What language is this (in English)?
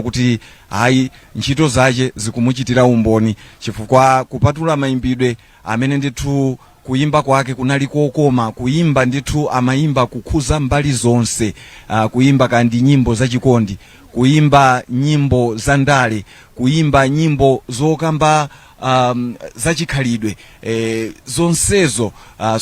Nyanja